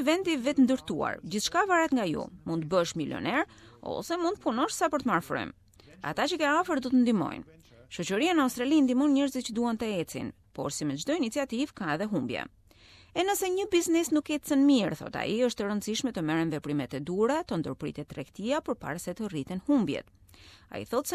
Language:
Albanian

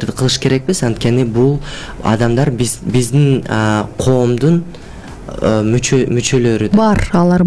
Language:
Kyrgyz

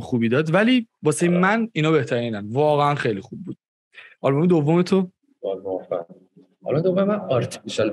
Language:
Persian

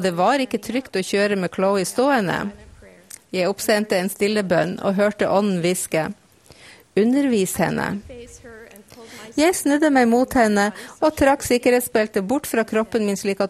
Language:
Norwegian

